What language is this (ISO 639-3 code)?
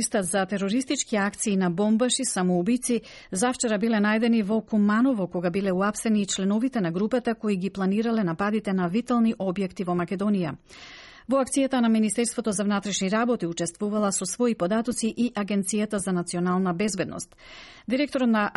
mkd